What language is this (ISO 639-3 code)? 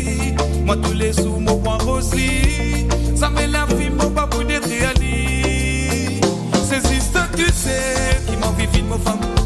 mfe